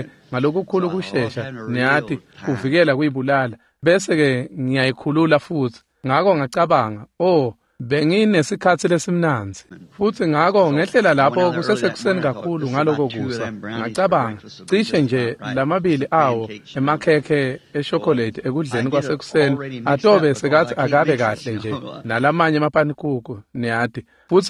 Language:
Swati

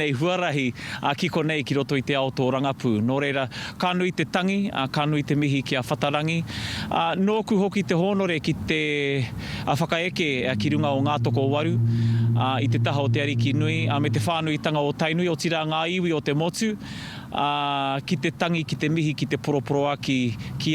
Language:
Māori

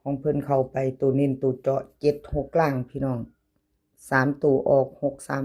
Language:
Northeastern Thai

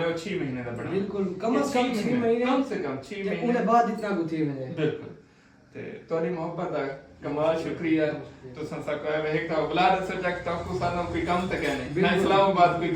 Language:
Saraiki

